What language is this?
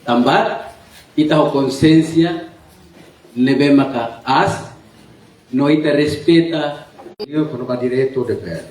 Tetum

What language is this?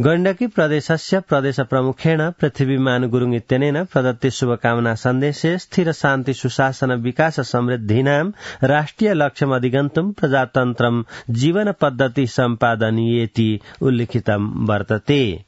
Sanskrit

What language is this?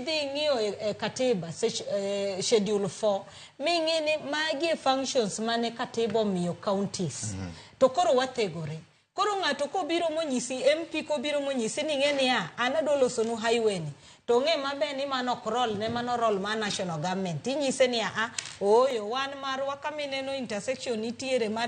Luo (Kenya and Tanzania)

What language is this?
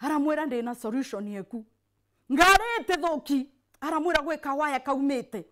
Meru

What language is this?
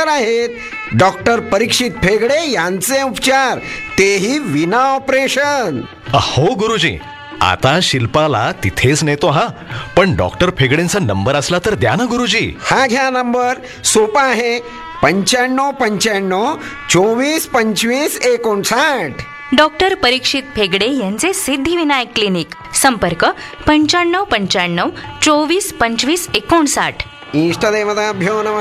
Marathi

